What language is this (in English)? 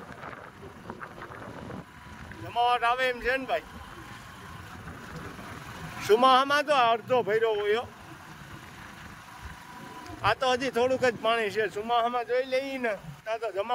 Gujarati